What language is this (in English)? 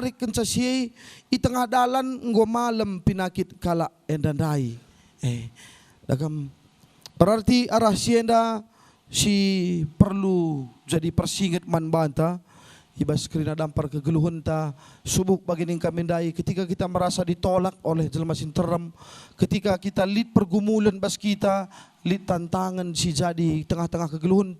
Batak Karo